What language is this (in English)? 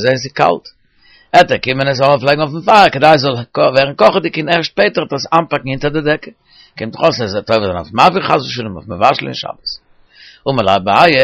Yiddish